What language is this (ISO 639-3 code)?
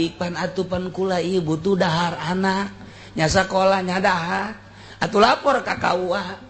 sun